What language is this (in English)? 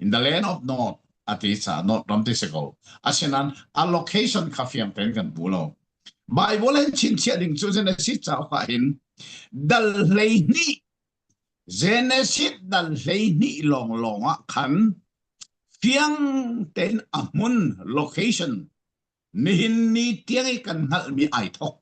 Falam Chin